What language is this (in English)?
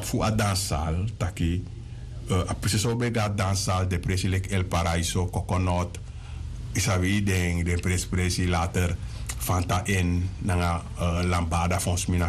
Sranan Tongo